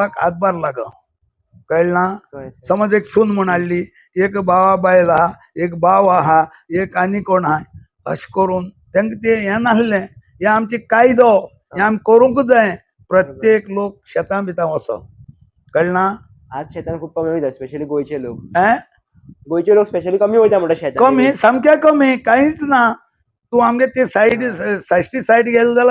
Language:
Konkani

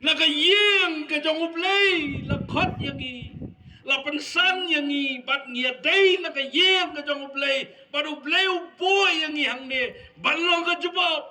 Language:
Khasi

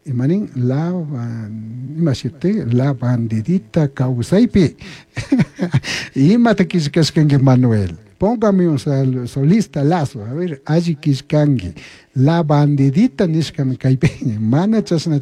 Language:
Chimborazo Highland Quichua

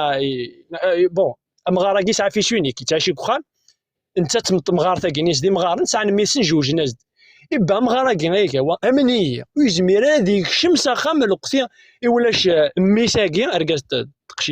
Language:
Kabyle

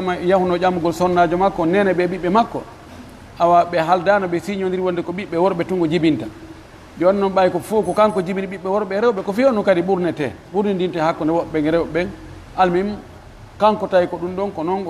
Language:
Pular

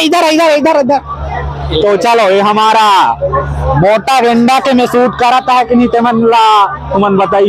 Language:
Chhattisgarhi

